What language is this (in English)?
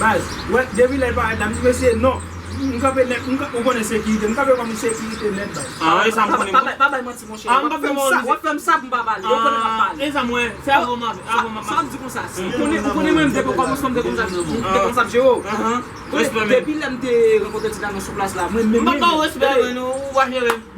Haitian Creole